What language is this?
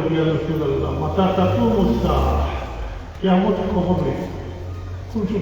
Sylheti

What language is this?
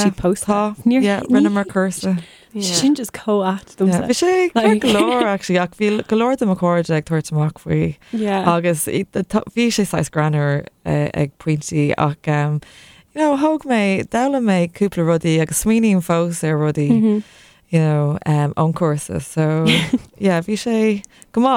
Irish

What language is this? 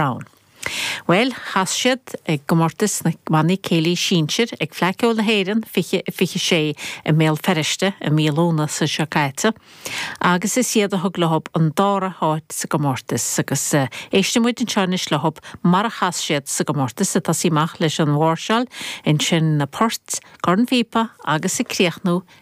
Irish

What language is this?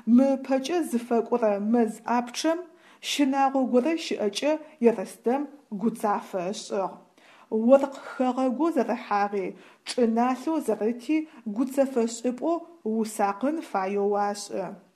Adyghe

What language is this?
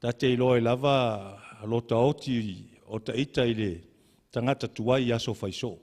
Samoan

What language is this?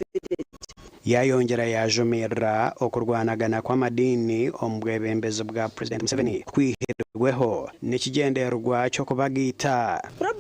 Nyankole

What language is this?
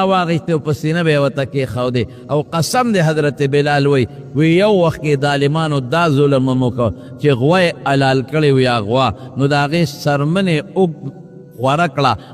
Pashto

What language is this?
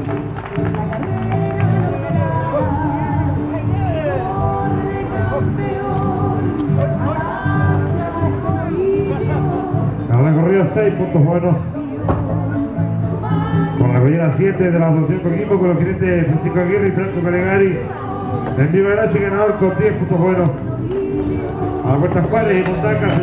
Spanish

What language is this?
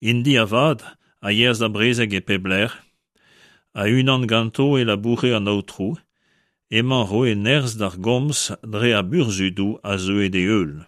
Breton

